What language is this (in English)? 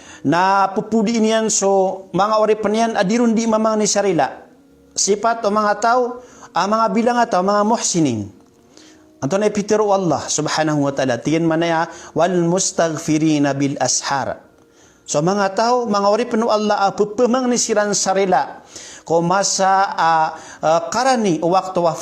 Maranao